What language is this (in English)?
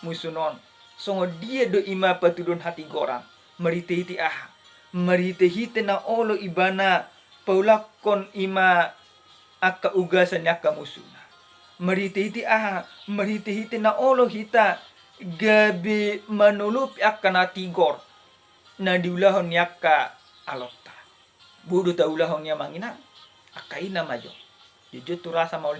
Batak Toba